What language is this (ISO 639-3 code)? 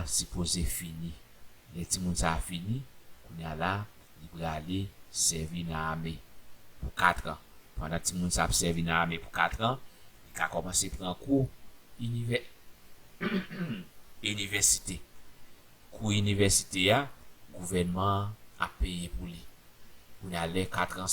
hat